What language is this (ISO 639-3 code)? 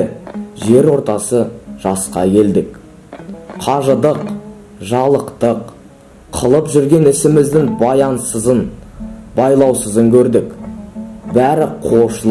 kaz